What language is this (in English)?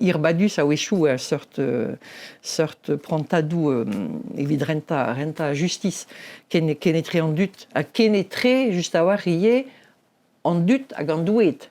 Breton